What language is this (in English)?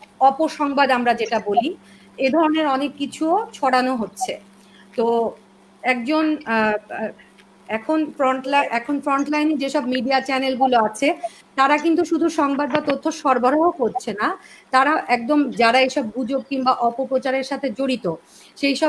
Bangla